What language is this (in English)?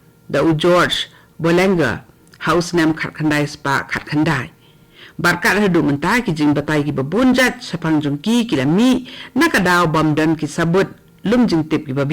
Khasi